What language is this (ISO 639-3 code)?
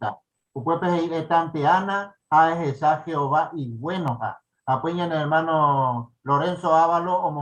grn